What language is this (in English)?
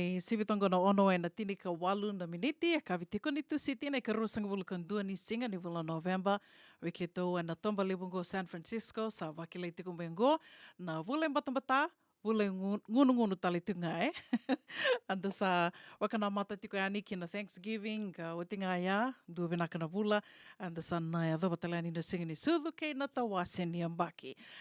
Fijian